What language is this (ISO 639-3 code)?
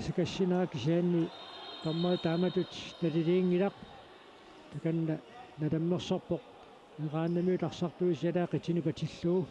kal